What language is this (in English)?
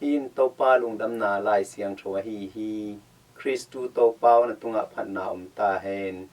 Tedim Chin